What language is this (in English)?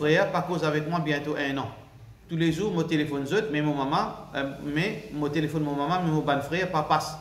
Morisyen